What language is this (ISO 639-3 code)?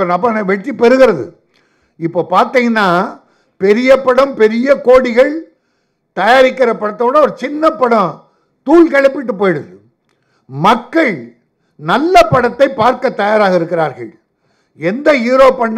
tam